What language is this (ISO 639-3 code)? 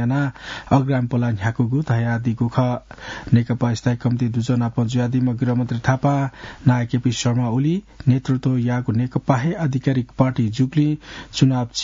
new